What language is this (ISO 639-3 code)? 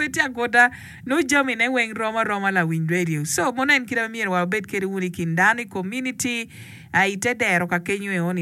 ach